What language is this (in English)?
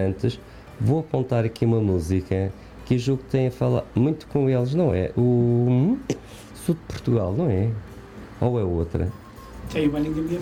Portuguese